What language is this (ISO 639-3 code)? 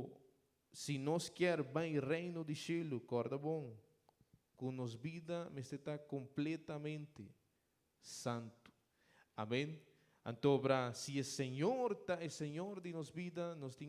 pap